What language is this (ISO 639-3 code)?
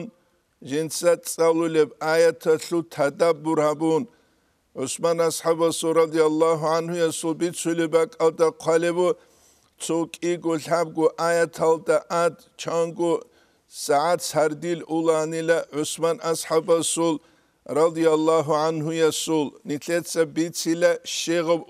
ava